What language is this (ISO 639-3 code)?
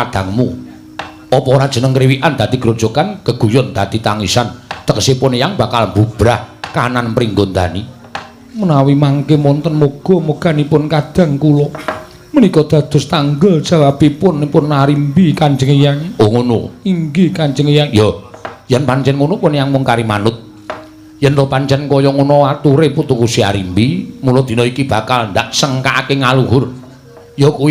jav